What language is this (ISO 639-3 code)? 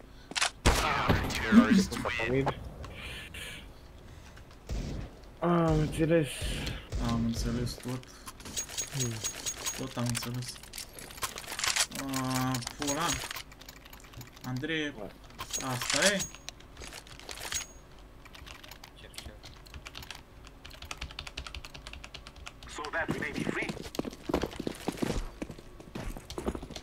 ron